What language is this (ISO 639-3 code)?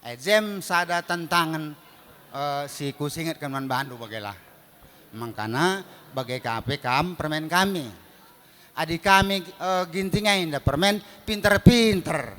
btx